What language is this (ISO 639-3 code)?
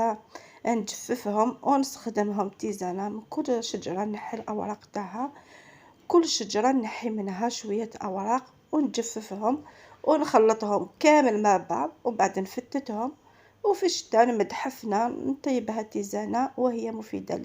arq